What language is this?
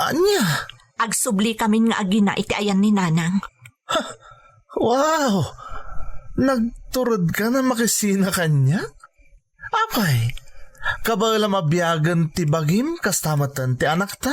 Iloko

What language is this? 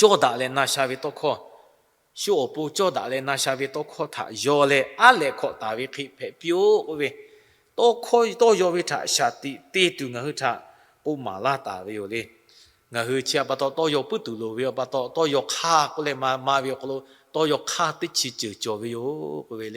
Lahu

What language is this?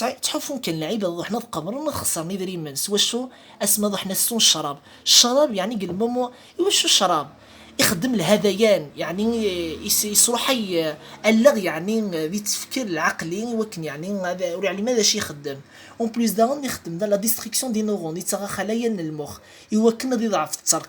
Kabyle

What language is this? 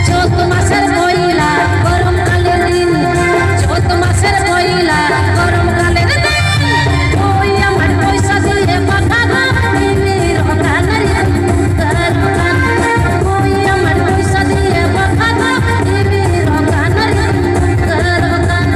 Santali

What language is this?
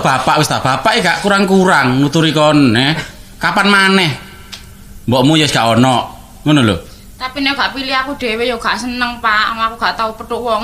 Javanese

